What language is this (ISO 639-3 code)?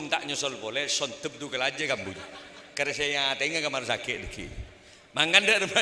mad